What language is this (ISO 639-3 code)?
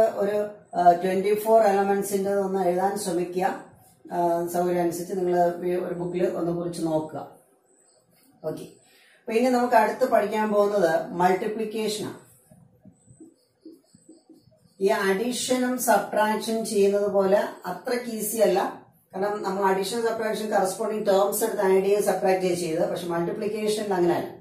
mal